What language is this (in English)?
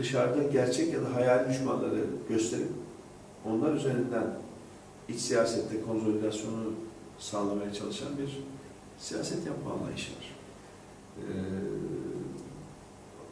Turkish